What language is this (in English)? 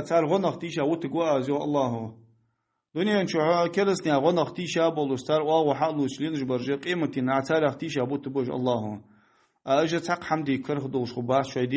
Ingush